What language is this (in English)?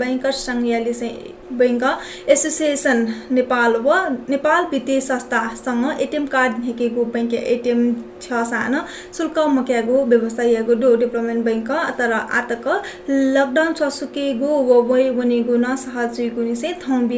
Newari